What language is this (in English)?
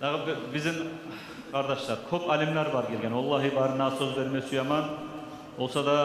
Kumyk